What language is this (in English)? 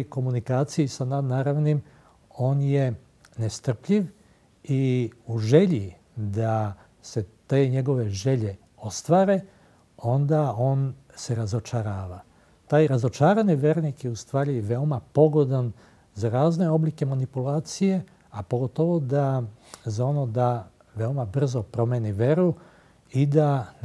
Serbian